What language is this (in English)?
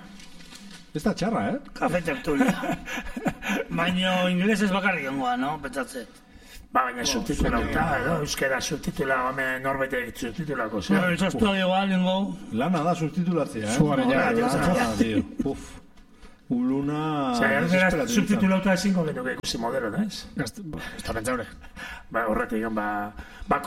Basque